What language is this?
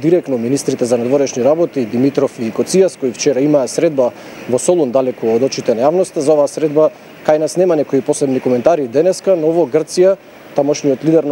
Macedonian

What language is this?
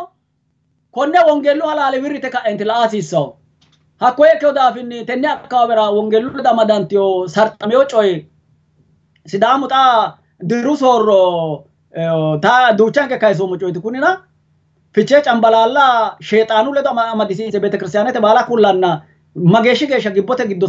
Sidamo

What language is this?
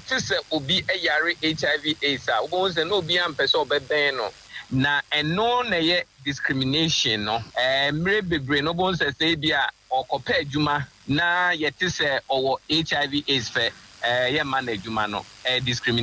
Akan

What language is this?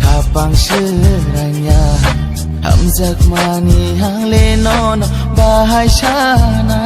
Kok Borok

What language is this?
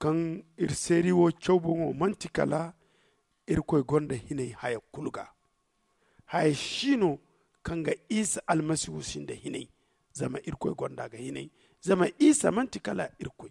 Zarma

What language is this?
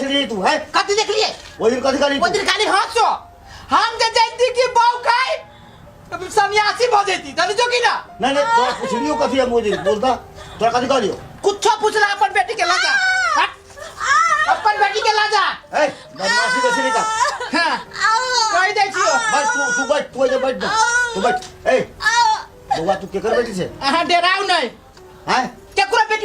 Maithili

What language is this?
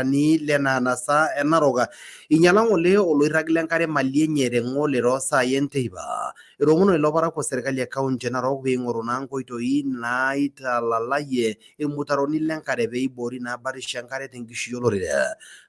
Masai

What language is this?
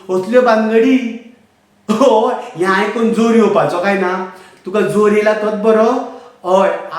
Konkani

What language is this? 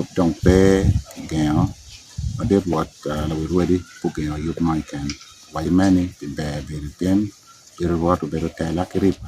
Acoli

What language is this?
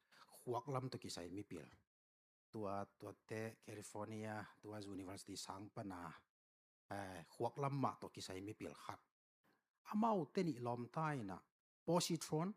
Tedim Chin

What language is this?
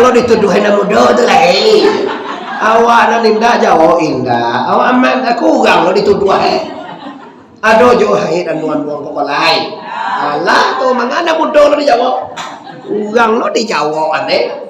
Minangkabau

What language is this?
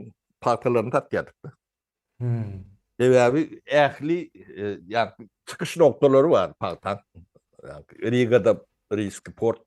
Turkmen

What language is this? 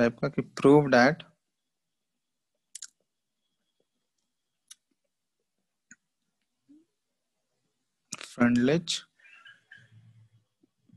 Hindi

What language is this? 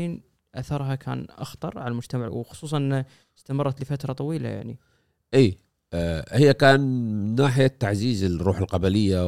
Gulf Arabic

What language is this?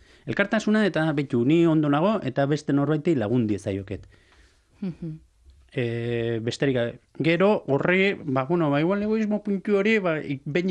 Basque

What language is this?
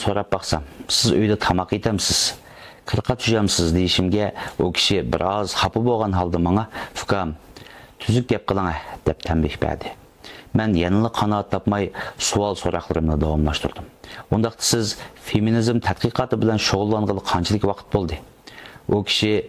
Uyghur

